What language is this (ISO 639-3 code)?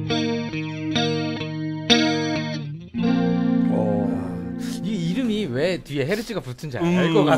kor